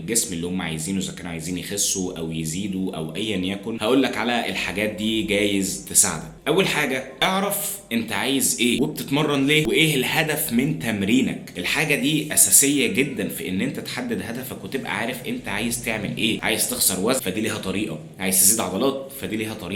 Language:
Egyptian Arabic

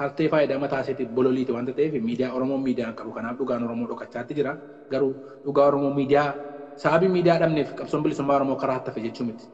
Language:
Oromo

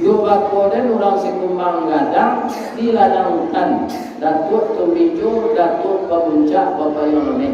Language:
Minangkabau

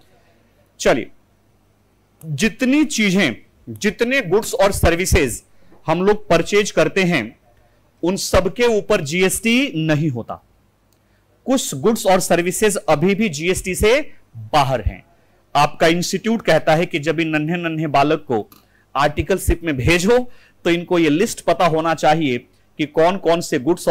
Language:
Hindi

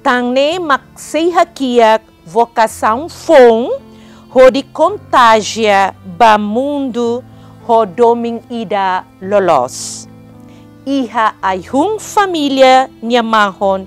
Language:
Tetum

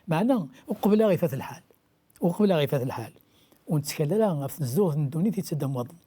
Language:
Kabyle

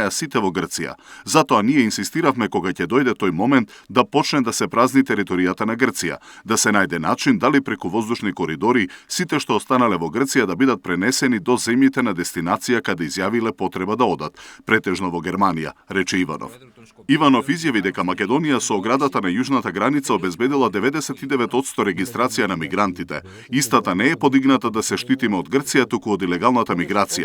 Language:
Macedonian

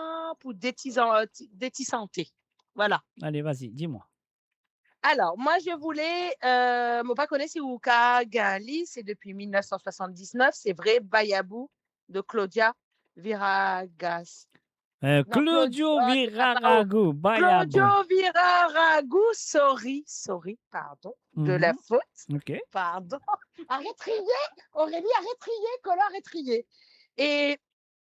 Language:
Morisyen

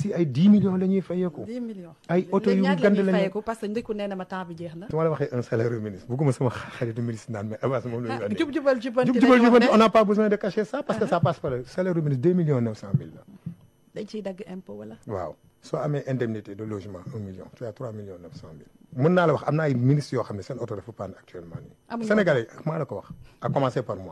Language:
Wolof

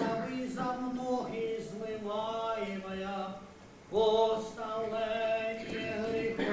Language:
Rusyn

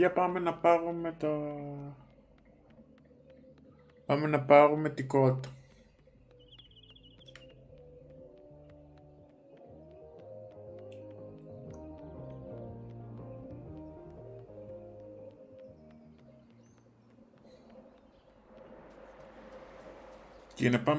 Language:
Greek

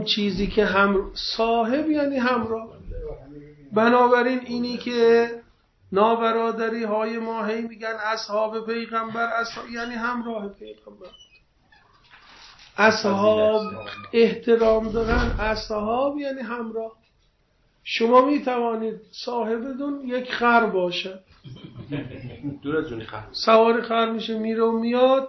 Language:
Persian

